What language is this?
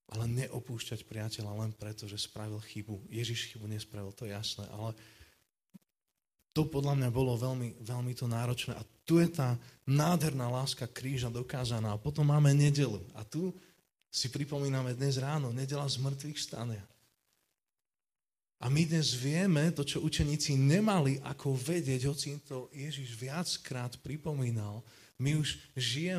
Slovak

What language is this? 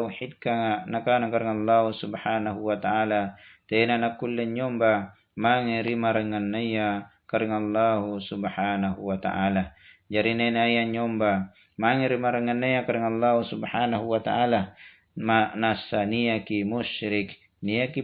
Makasar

